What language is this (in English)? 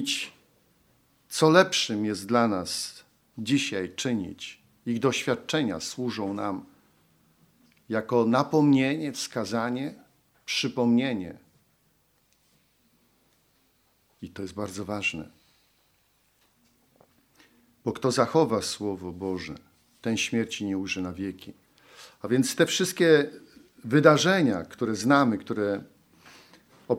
Polish